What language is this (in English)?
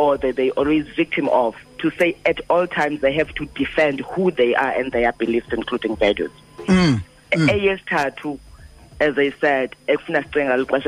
Xhosa